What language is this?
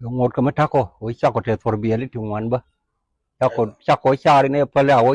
Nuer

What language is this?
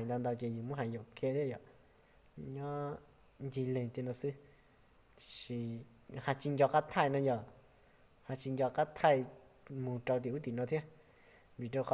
Hmong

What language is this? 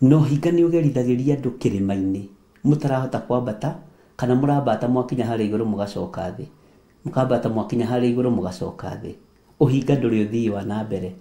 Kikuyu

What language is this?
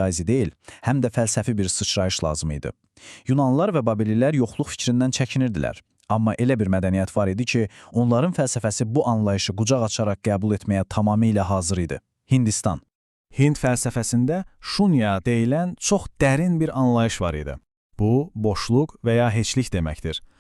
Azerbaijani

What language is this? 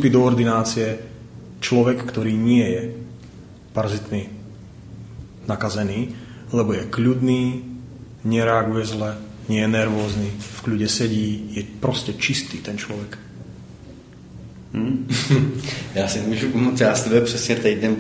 Slovak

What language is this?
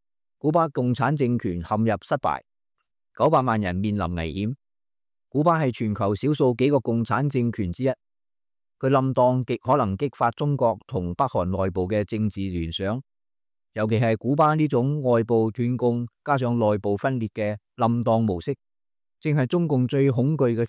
Cantonese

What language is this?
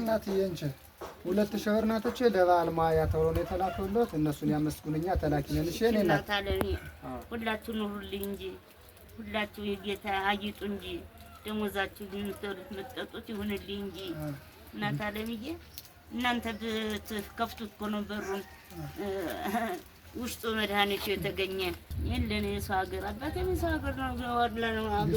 Amharic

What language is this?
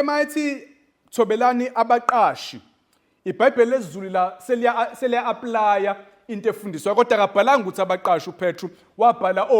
Zulu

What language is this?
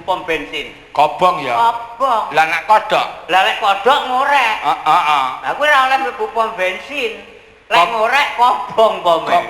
Javanese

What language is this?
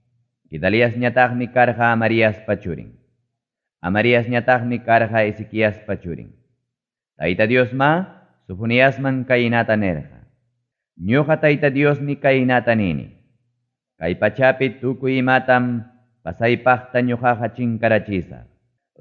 Ayacucho Quechua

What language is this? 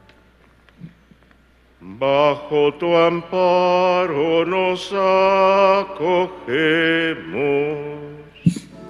Spanish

